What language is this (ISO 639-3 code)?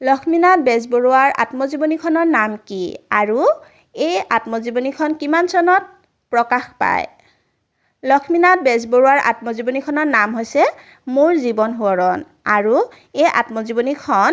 asm